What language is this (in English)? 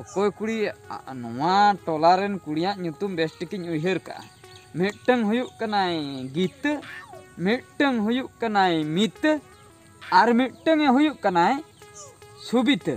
Santali